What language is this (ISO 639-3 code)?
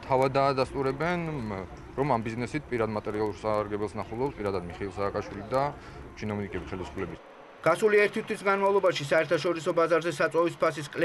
kat